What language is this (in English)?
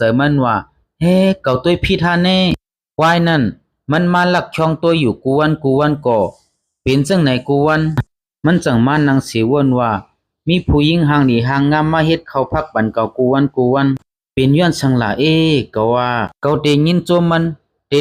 Shan